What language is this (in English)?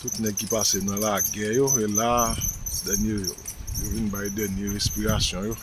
Haitian Creole